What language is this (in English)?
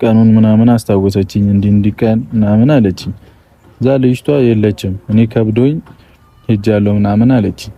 Amharic